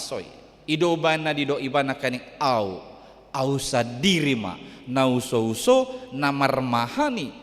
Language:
Batak Toba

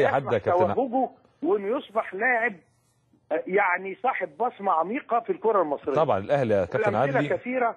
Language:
Egyptian Arabic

